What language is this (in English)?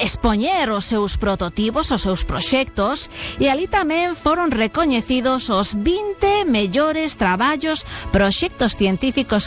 Galician